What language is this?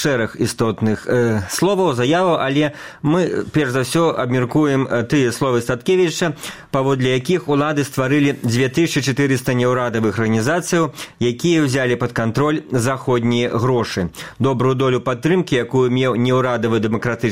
Belarusian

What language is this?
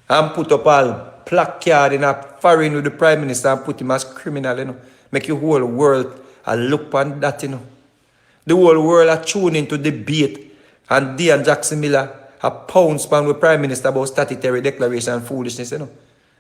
Jamaican Creole English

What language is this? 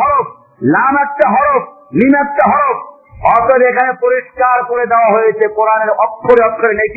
Bangla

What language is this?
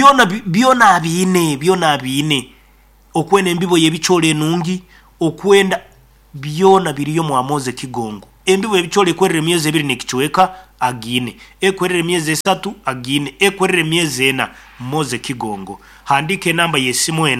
Nyankole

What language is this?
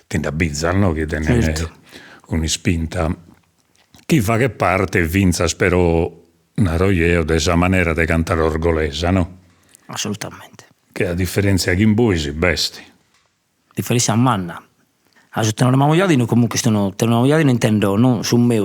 Sardinian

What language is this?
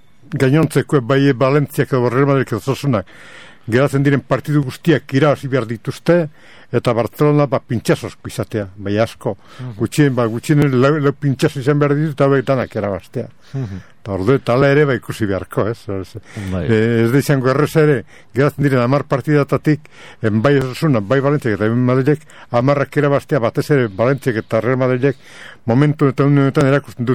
Basque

